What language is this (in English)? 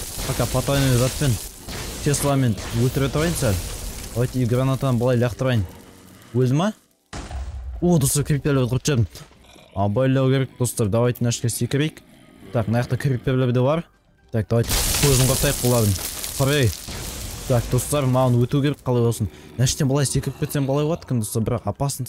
Kazakh